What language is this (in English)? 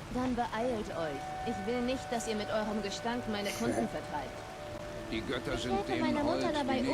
Swiss German